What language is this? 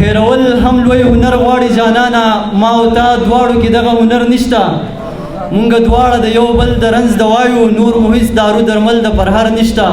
Pashto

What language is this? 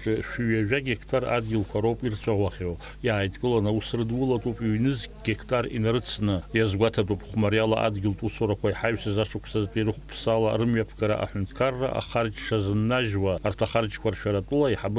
Abkhazian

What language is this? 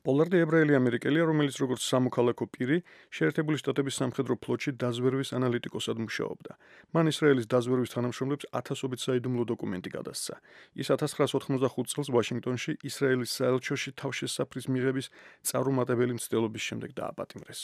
Georgian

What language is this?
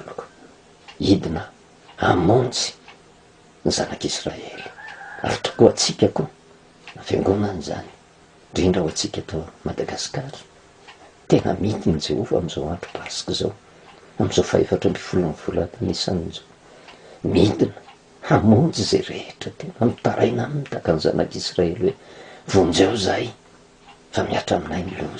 Malagasy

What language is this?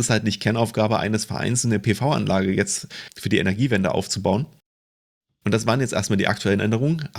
German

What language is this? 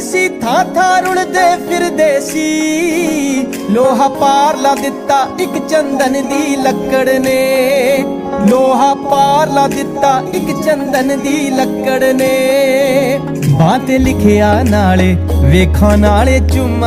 Punjabi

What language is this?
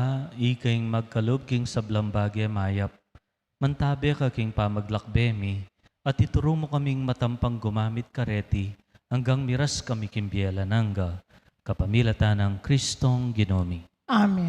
Pampanga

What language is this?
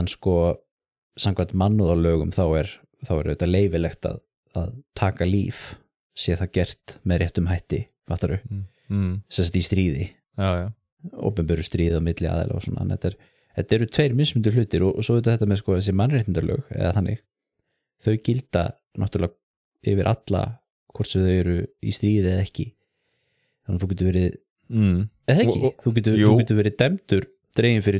Icelandic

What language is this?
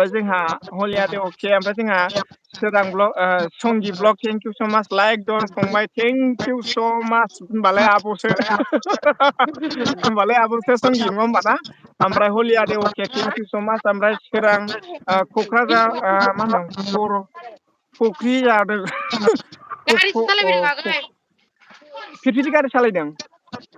Bodo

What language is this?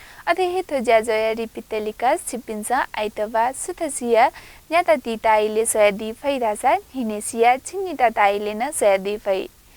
Newari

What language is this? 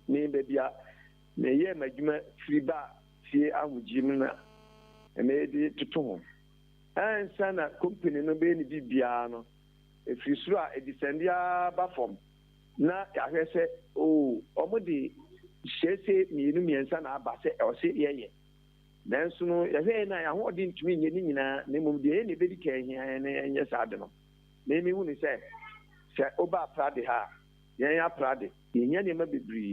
Akan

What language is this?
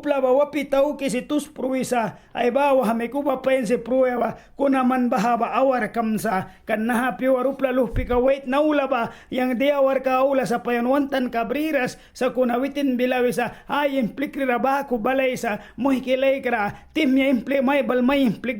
Mískito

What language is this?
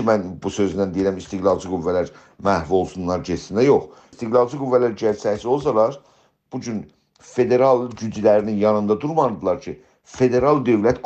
South Azerbaijani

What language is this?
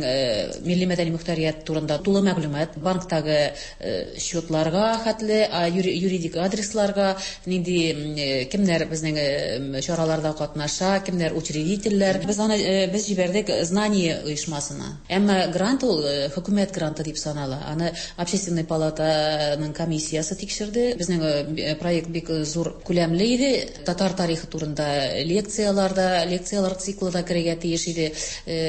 Tatar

